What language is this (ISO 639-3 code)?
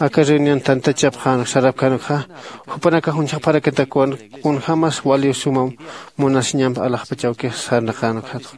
aym